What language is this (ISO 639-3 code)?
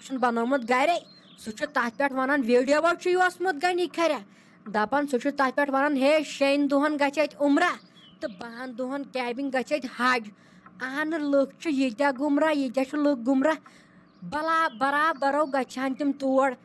kas